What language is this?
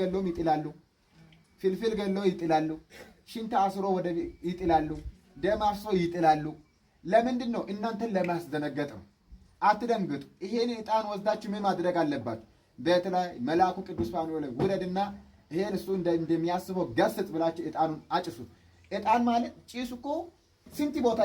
Amharic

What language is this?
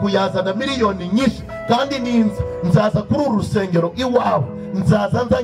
Kinyarwanda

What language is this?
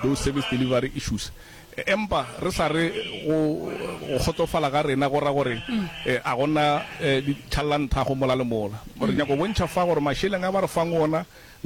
Northern Sotho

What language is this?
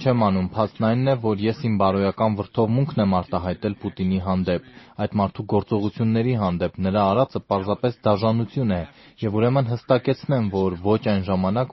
Armenian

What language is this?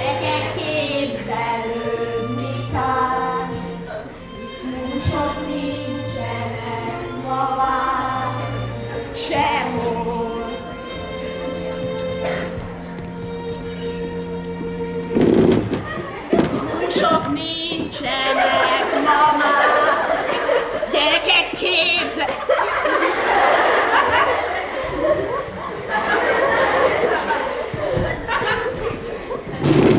Hungarian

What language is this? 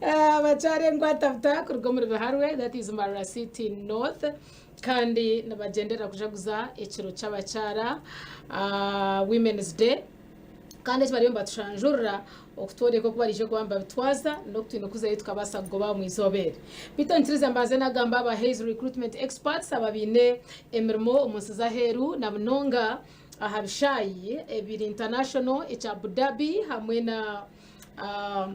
Nyankole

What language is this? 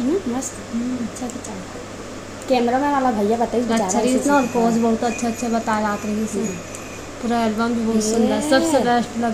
Chhattisgarhi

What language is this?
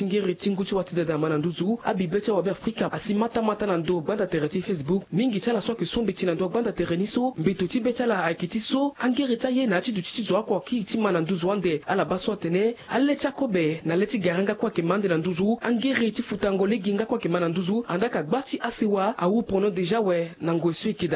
Sango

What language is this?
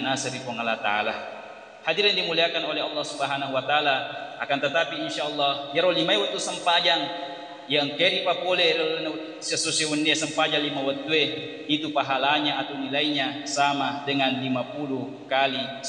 Buginese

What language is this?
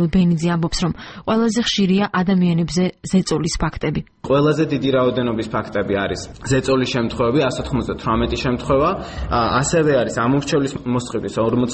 Georgian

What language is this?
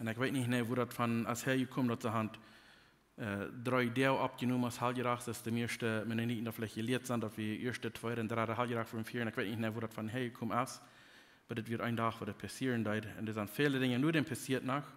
Plautdietsch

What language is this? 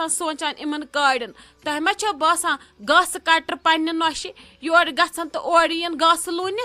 Kashmiri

